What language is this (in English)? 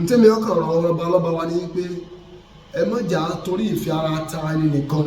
Yoruba